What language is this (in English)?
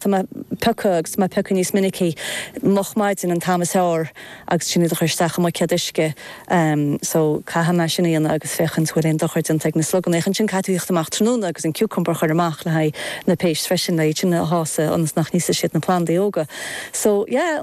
Irish